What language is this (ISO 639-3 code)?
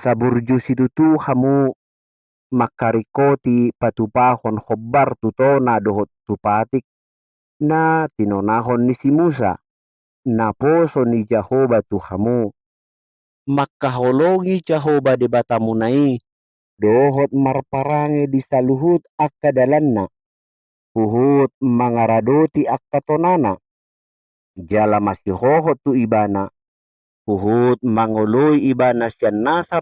bbc